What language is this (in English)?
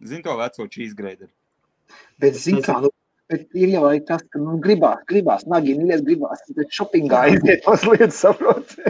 Latvian